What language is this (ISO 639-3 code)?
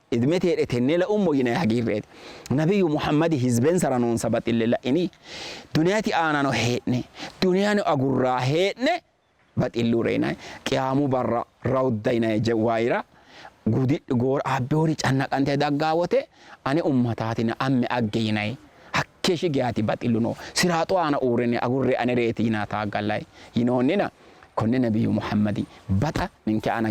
sid